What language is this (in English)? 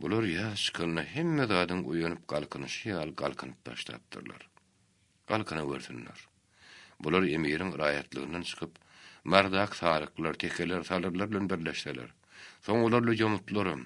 Turkmen